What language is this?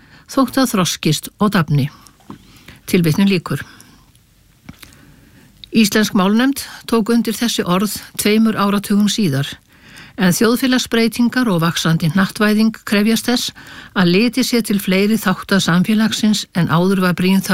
Icelandic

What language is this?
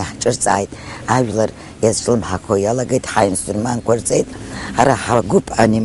Abkhazian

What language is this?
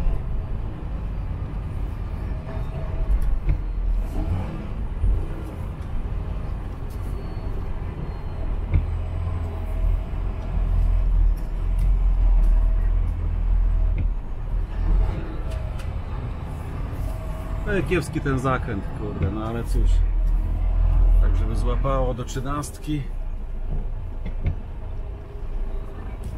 Polish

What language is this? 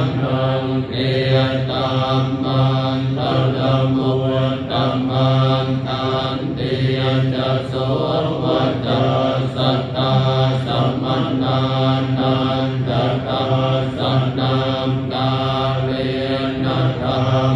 Pali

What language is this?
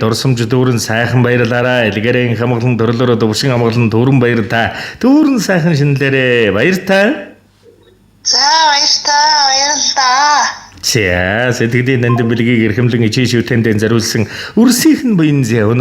Mongolian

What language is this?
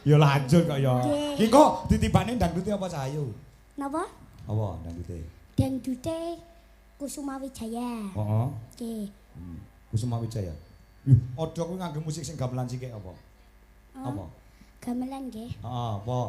Javanese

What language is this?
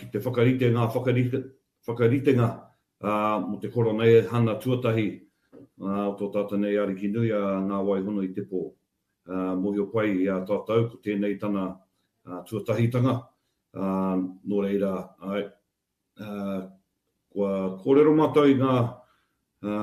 Māori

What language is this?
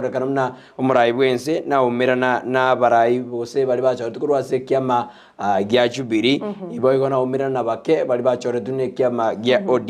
Gusii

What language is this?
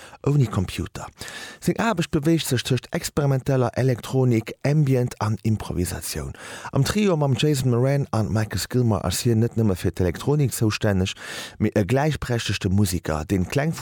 Luxembourgish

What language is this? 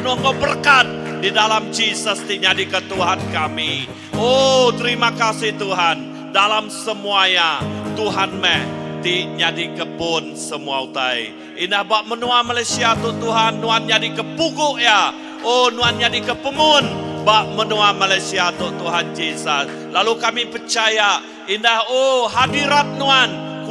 Iban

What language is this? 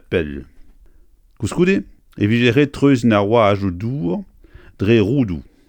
Breton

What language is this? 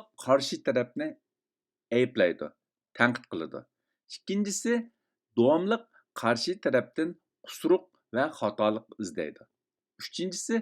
Uyghur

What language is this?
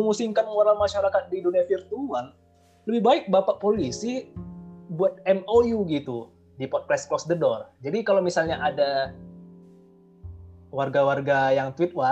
Indonesian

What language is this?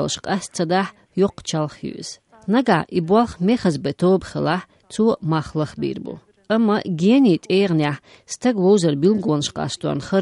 Chechen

